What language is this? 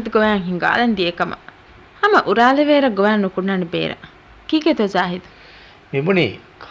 Divehi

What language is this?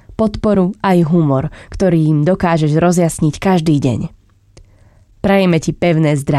Slovak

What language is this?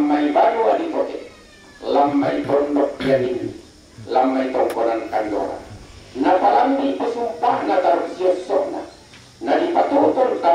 Toraja-Sa'dan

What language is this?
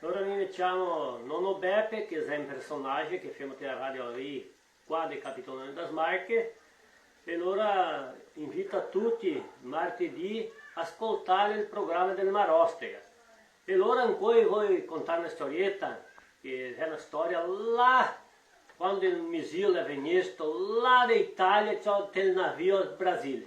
Venetian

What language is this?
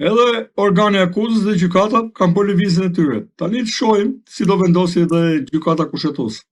Albanian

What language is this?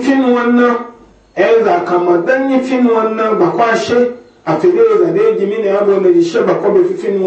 Igbo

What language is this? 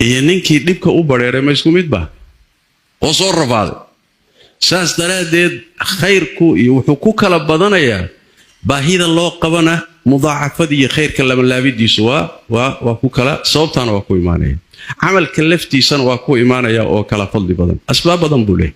Somali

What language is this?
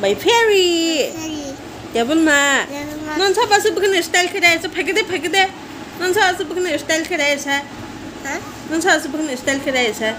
Kok Borok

